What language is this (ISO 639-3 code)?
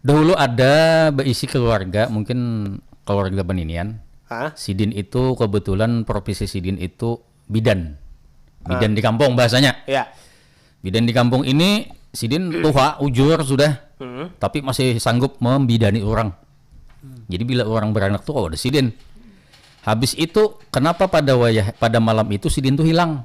bjn